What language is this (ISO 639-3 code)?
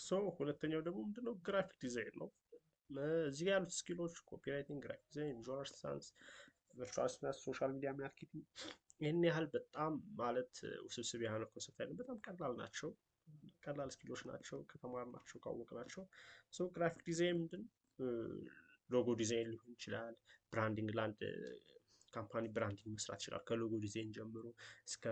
amh